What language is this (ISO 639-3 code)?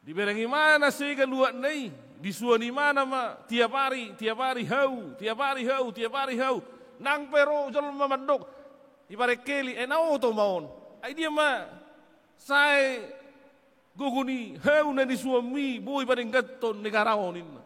bbc